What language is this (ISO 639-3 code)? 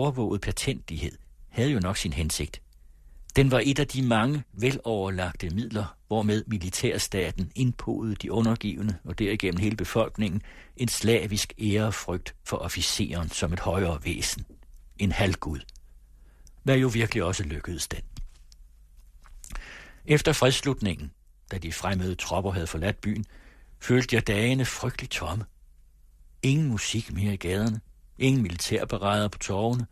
dan